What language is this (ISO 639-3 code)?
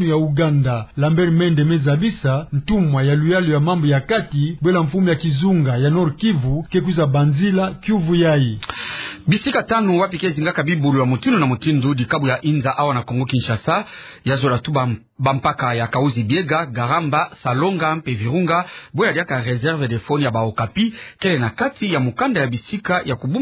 ktu